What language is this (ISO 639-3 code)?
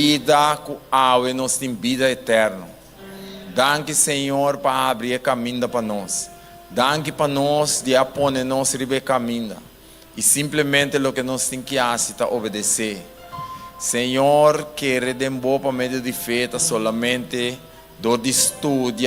pap